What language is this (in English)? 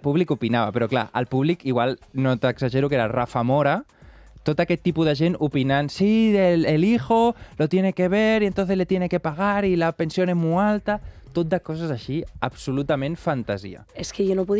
Catalan